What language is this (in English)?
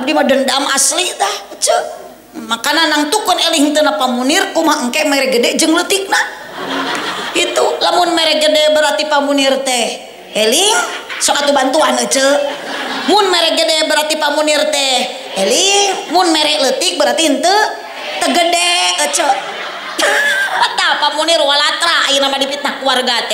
Sundanese